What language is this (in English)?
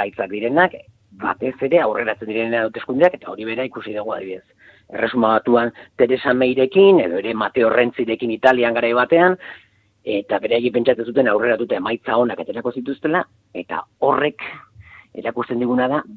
Basque